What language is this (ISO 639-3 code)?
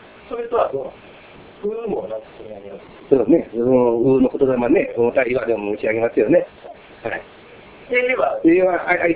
jpn